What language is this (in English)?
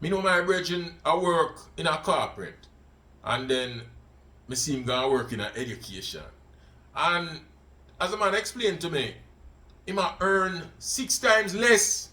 Jamaican Creole English